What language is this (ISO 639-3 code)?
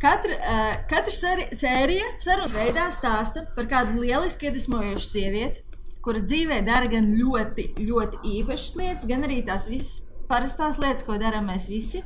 lav